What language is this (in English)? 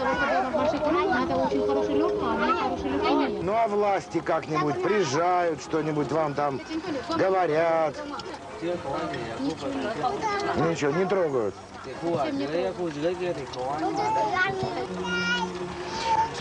Russian